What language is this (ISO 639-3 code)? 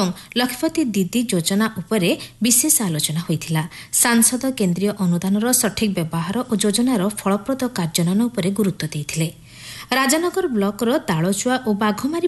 ori